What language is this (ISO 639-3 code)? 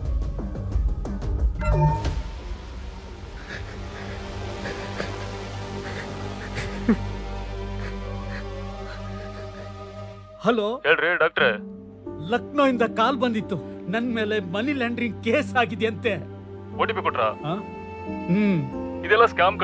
kan